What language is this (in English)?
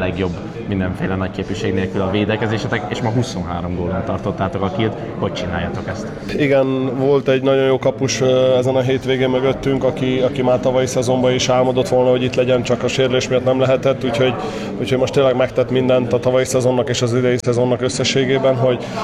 Hungarian